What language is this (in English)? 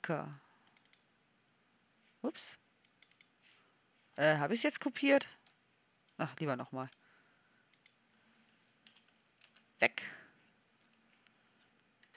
German